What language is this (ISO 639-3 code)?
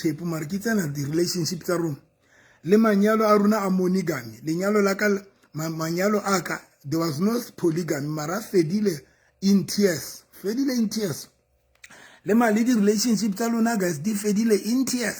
sot